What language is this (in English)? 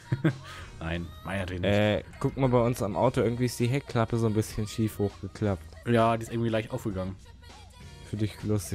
German